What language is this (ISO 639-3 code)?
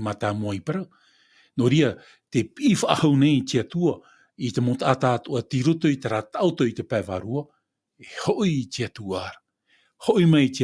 tah